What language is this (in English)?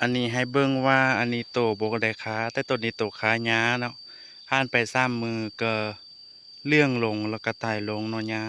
Lao